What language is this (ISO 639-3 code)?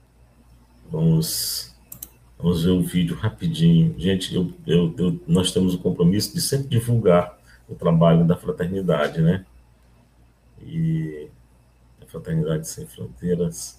por